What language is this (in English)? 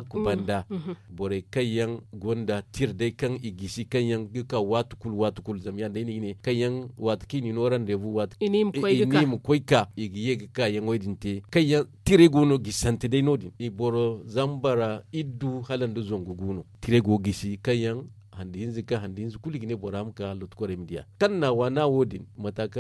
Zarma